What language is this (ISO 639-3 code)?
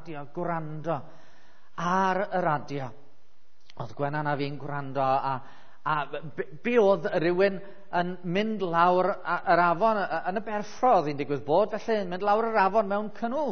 cym